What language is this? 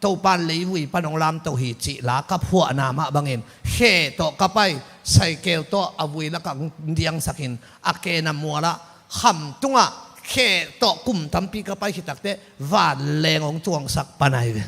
Tedim Chin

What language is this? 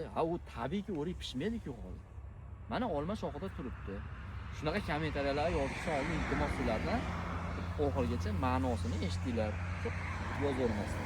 Uzbek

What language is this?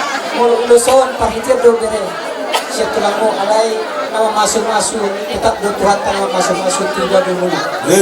Batak Toba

